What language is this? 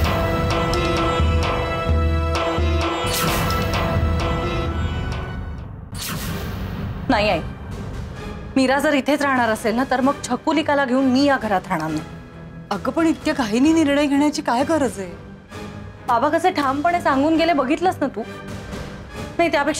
Marathi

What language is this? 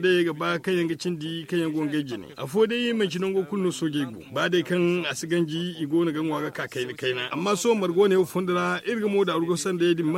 Zarma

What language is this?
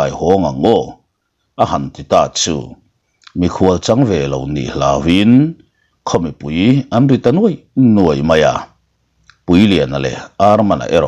Mizo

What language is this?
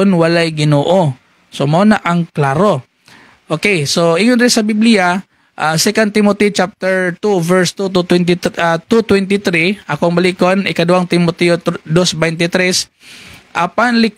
Cebuano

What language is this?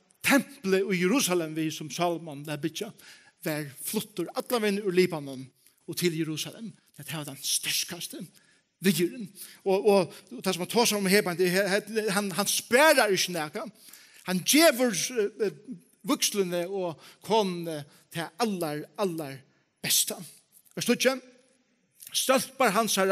Faroese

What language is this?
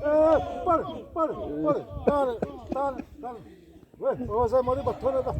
Xavánte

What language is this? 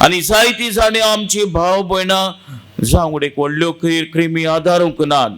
Konkani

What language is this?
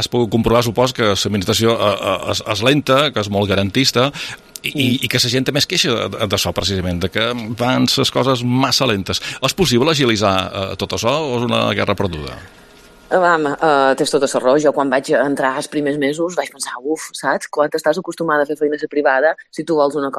Catalan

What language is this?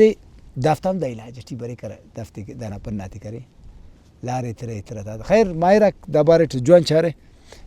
Brahui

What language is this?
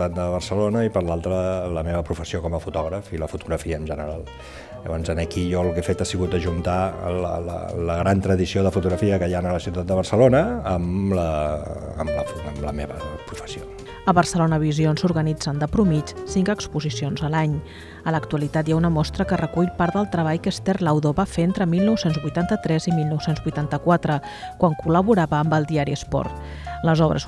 Catalan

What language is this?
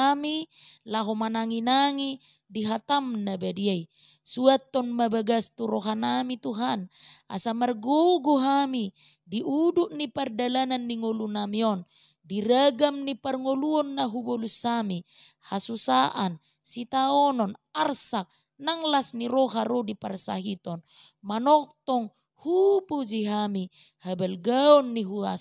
Batak Toba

